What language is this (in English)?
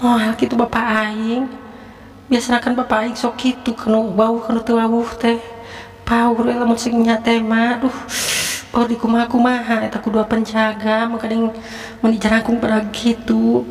Sundanese